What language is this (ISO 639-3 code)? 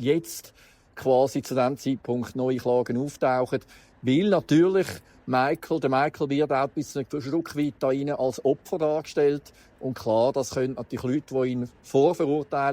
gsw